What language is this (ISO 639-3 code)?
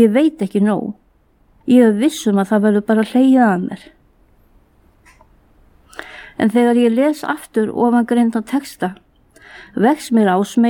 isl